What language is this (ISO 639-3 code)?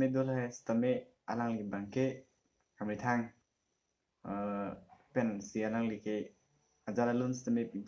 mjw